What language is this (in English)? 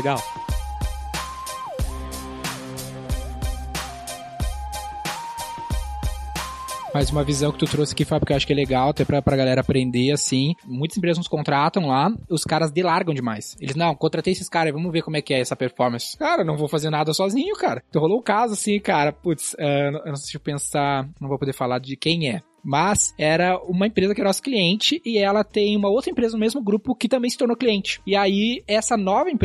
Portuguese